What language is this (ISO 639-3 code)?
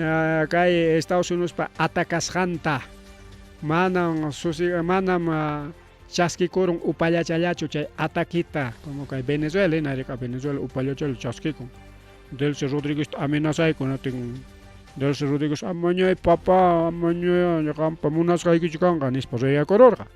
quy